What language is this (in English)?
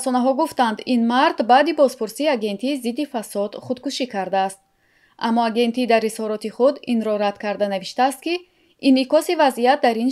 Tajik